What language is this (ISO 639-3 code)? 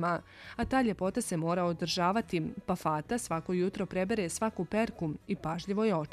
bos